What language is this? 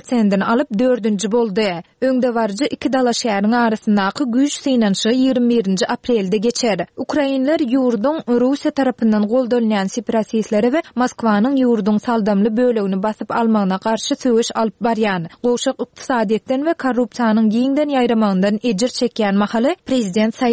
Turkmen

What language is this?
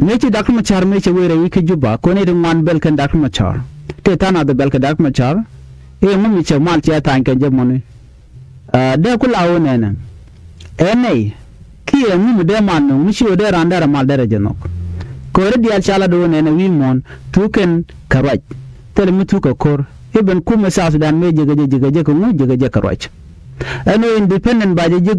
Nuer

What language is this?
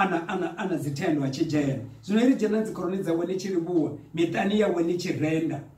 Venda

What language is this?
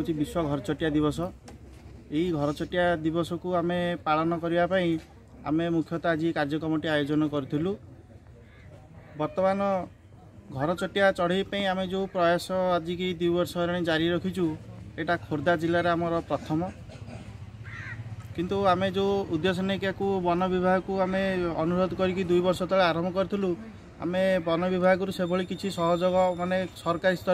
Odia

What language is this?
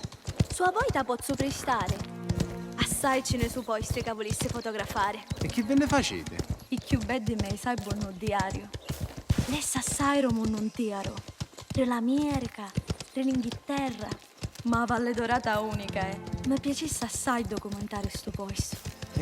Sicilian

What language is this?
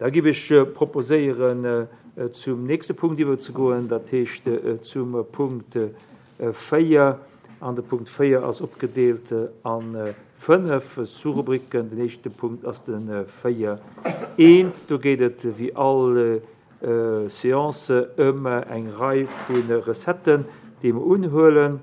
Luxembourgish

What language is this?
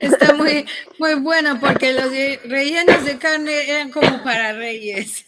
Ladino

